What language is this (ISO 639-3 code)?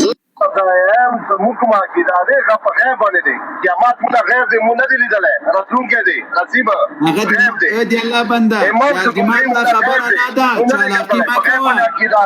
pus